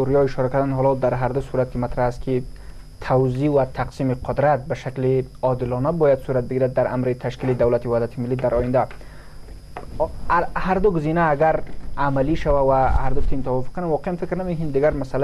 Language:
Persian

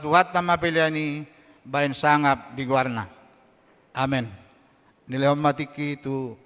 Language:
Batak Toba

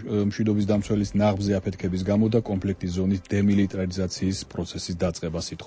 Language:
Georgian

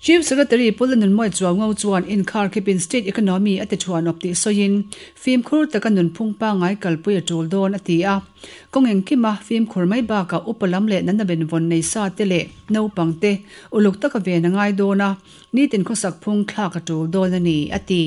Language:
Mizo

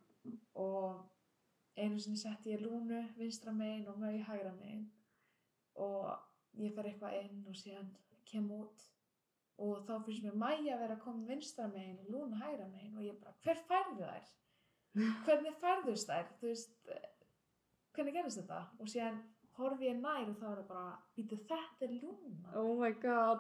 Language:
Icelandic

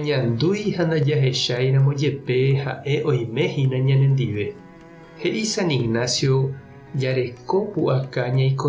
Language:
Guarani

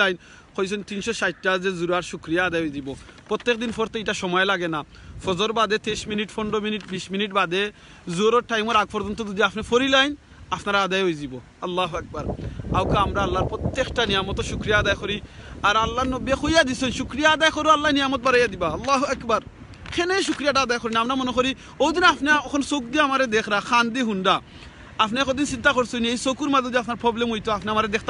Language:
Sylheti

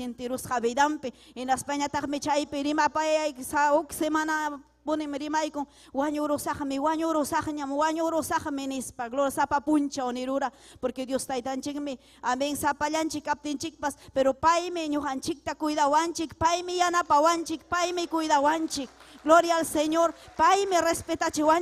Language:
Ayacucho Quechua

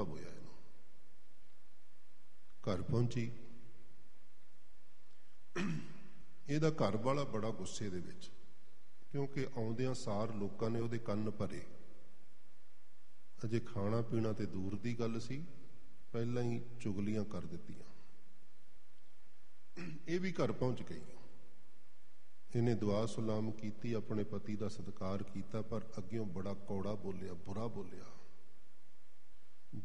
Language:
Punjabi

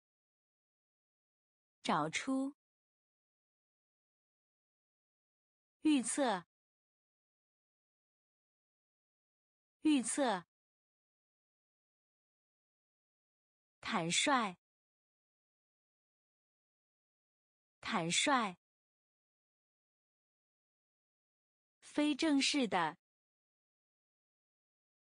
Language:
Chinese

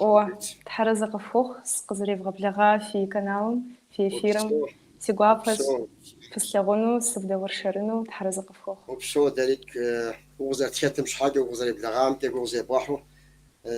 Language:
Kabardian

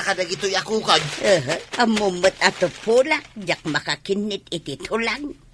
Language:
Iloko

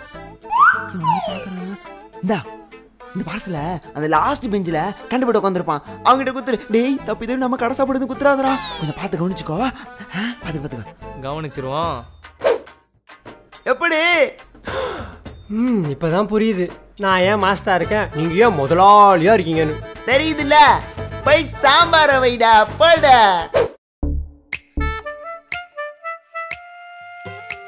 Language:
Tamil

